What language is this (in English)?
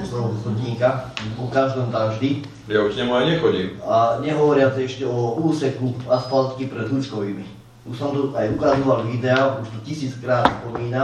Slovak